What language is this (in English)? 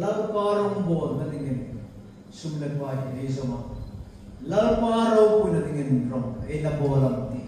Hmar